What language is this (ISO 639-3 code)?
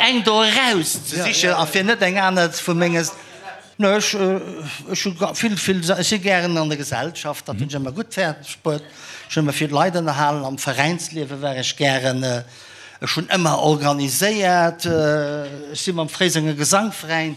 ltz